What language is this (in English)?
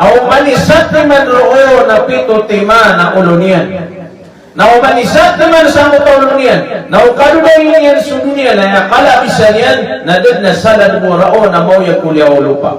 Maranao